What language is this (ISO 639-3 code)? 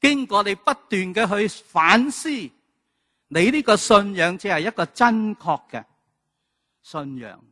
yue